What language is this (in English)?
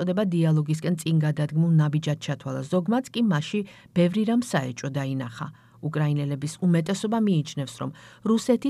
Georgian